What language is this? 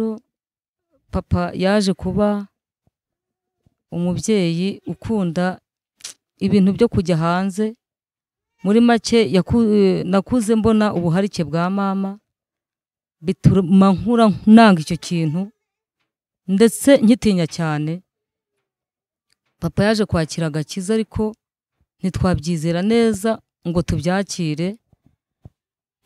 Kinyarwanda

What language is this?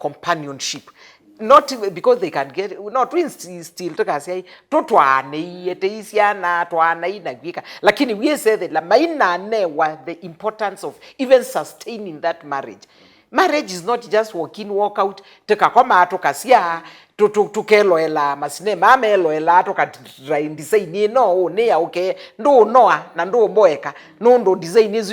Kamba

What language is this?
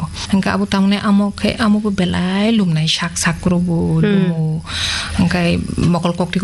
Kok Borok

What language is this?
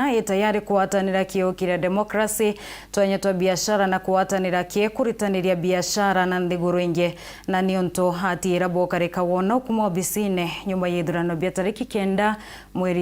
Meru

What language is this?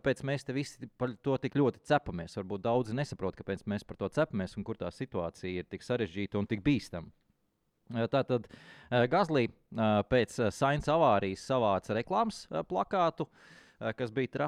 Latvian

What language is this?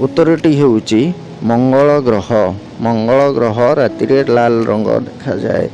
Odia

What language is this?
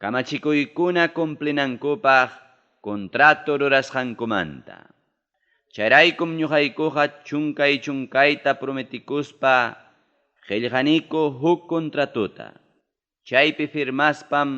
Ayacucho Quechua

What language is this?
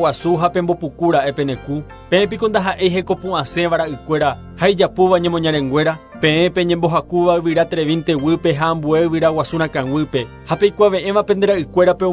Guarani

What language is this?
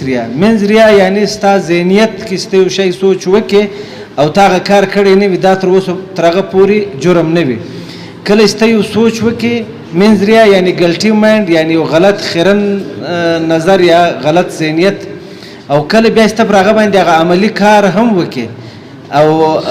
Pashto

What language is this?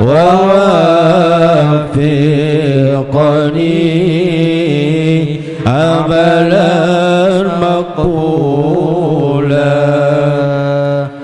Sasak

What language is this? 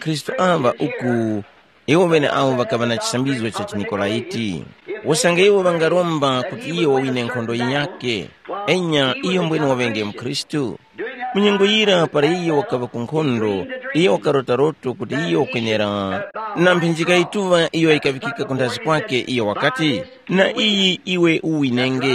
Tumbuka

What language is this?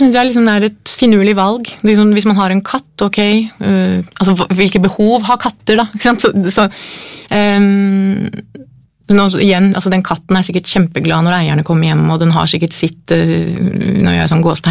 Norwegian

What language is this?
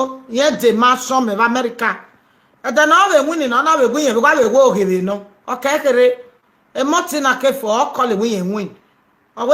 Nigerian Pidgin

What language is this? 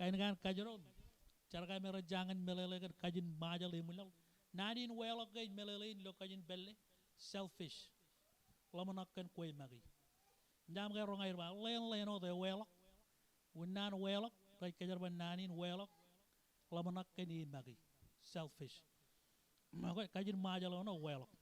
Marshallese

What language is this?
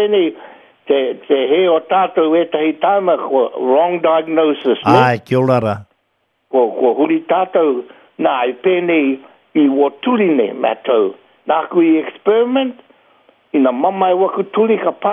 Māori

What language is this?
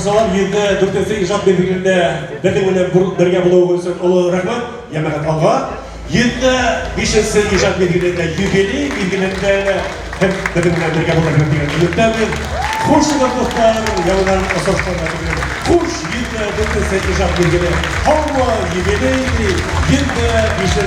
Bashkir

